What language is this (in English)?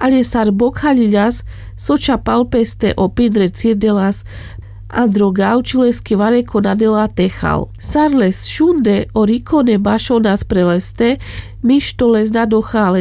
Carpathian Romani